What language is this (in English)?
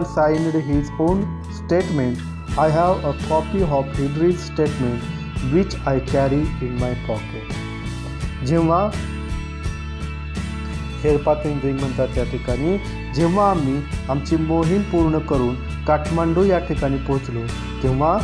Marathi